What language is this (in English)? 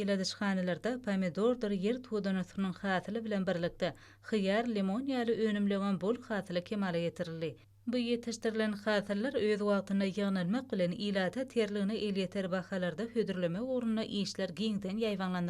Turkmen